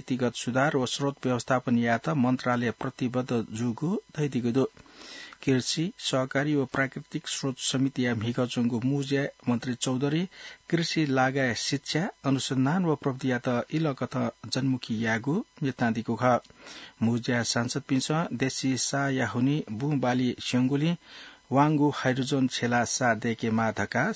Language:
Newari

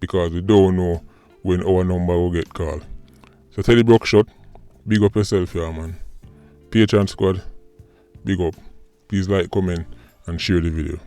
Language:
Jamaican Creole English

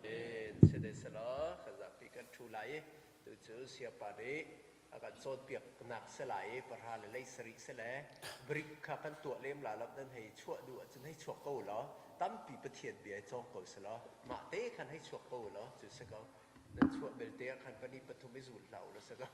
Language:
Hakha Chin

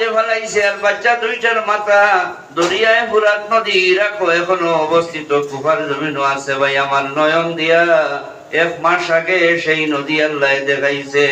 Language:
Sylheti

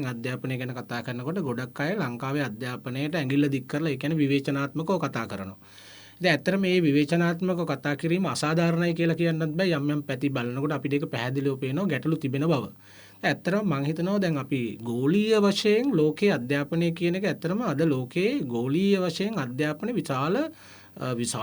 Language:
Sinhala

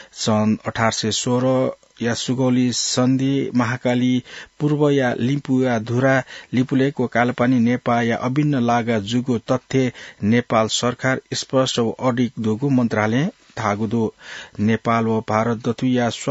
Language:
Newari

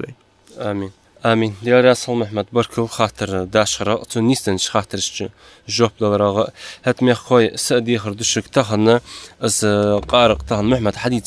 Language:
Ingush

